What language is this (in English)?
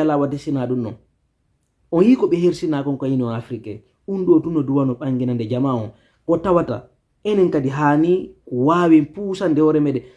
Fula